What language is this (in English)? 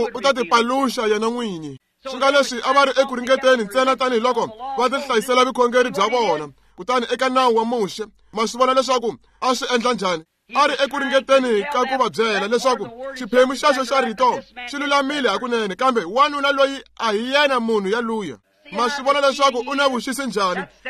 Tsonga